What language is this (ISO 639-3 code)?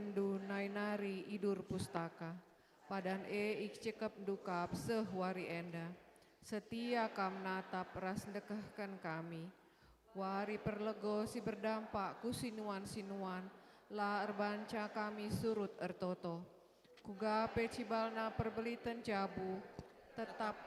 btx